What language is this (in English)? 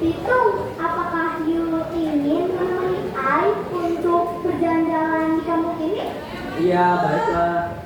Betawi